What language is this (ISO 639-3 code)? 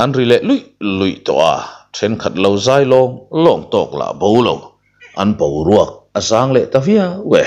lus